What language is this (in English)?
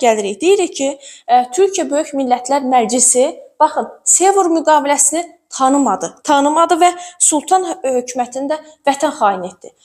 Azerbaijani